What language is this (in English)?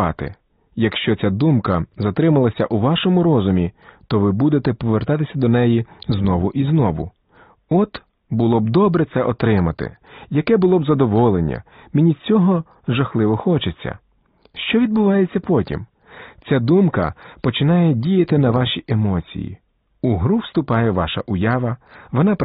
Ukrainian